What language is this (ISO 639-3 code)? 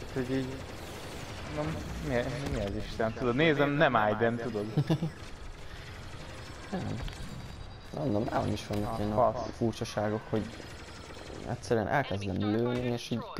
hun